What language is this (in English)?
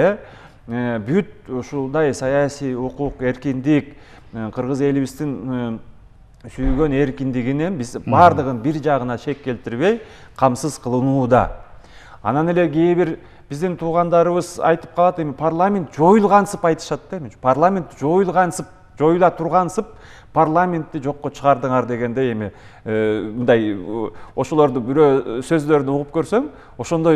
Kyrgyz